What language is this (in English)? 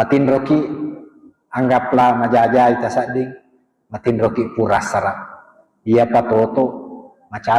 Buginese